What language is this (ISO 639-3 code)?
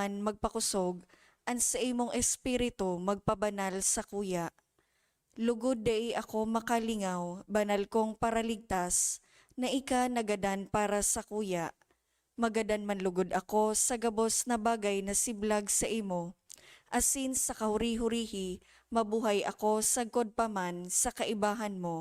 bik